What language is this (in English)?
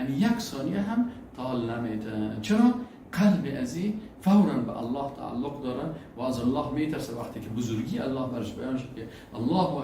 Persian